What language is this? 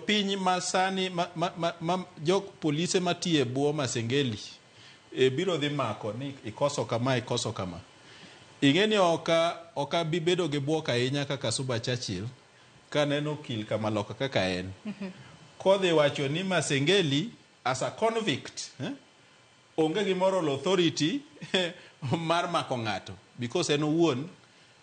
Luo (Kenya and Tanzania)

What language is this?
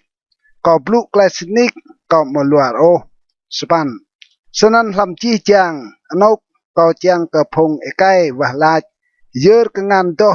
Rade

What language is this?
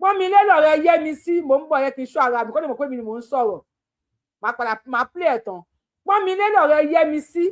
Yoruba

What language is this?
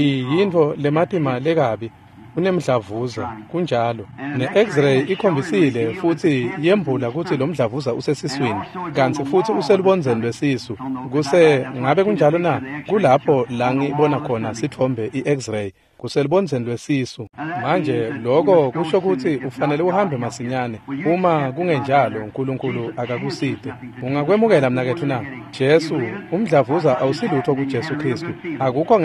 Swati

